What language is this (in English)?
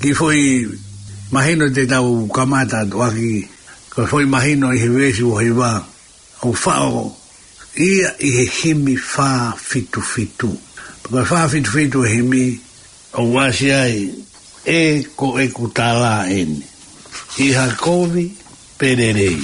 Tongan